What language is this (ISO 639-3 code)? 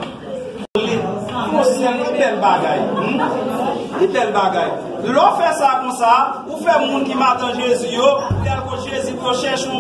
hat